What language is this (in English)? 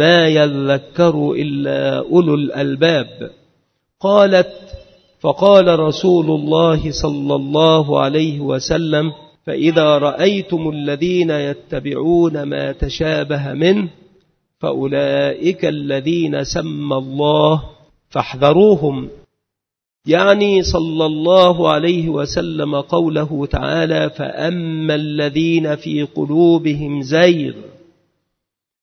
Arabic